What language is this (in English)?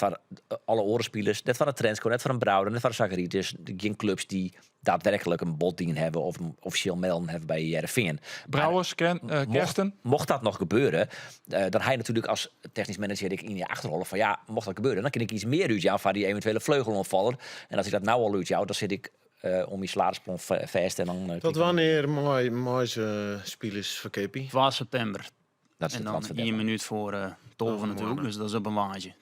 Western Frisian